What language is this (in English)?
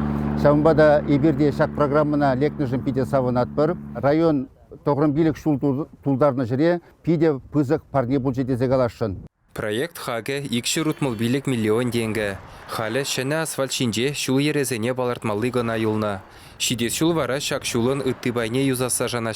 Chuvash